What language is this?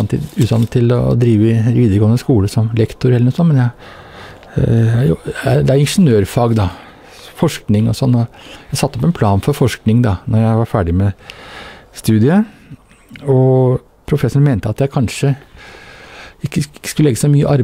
Norwegian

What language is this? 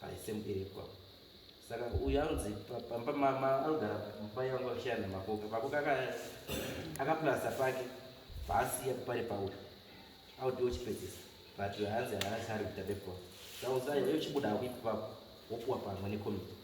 Shona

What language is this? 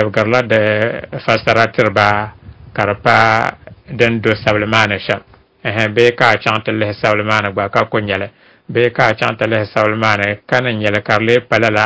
Dagbani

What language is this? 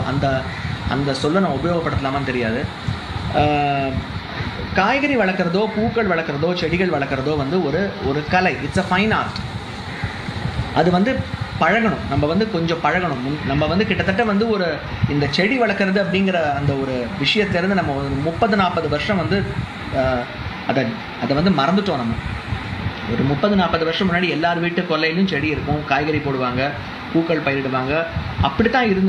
Tamil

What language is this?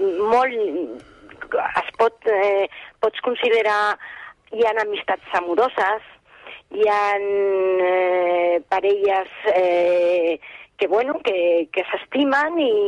Catalan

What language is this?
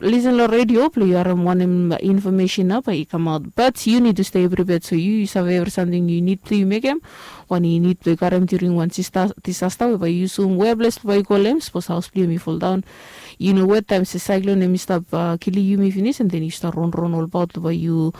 Bislama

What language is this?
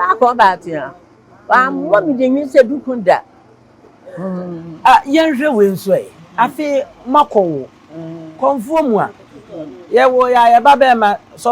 Akan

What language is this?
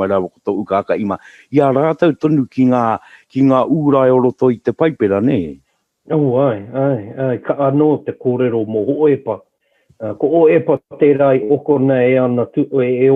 Māori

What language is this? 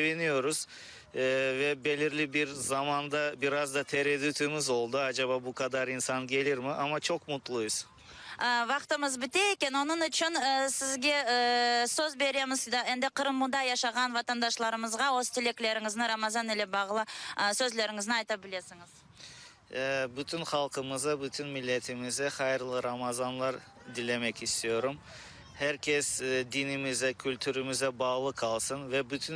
Crimean Tatar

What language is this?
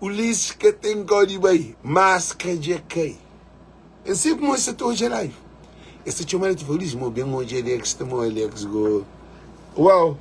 Kabuverdianu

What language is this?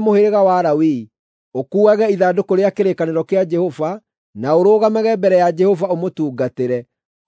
Kikuyu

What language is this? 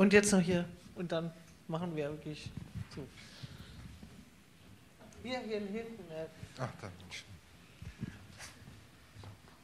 German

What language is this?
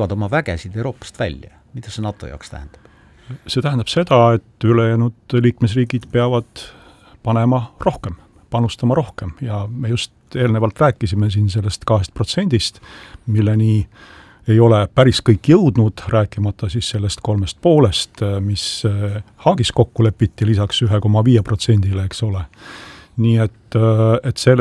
Estonian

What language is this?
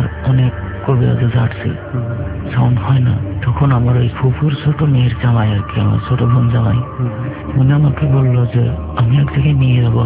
Bangla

